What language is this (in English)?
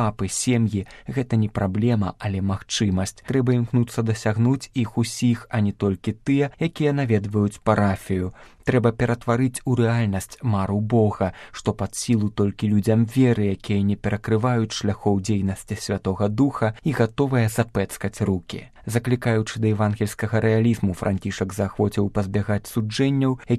Belarusian